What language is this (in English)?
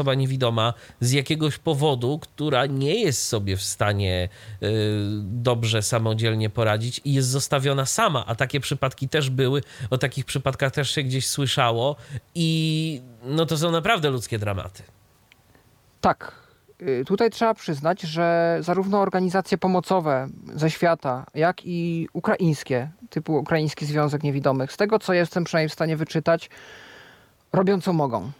Polish